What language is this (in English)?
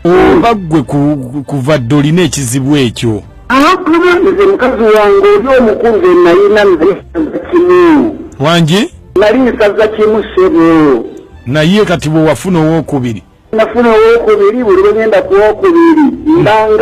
Ganda